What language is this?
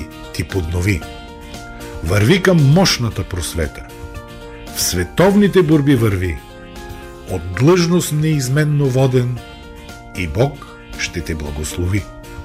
Bulgarian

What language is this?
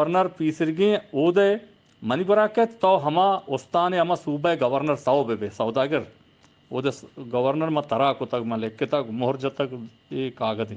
Eastern Balochi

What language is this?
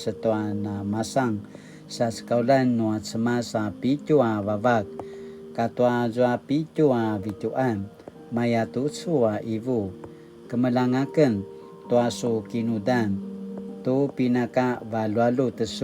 Paiwan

